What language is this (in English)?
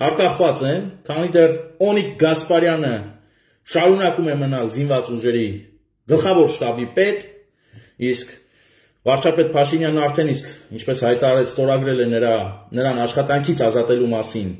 Armenian